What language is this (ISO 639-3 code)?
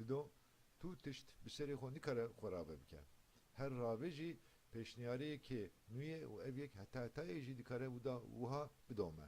kur